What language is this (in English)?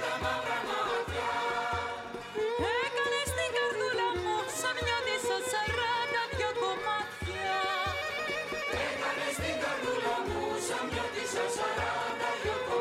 Greek